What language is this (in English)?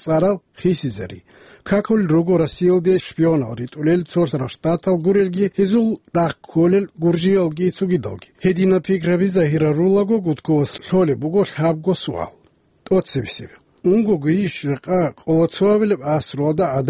Avaric